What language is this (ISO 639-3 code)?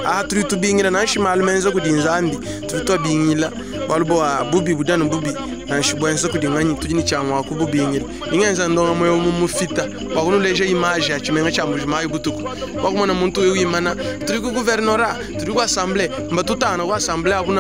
lua